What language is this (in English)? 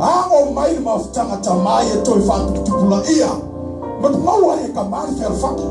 Samoan